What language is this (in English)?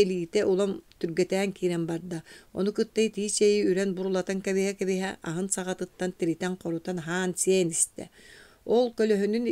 Yakut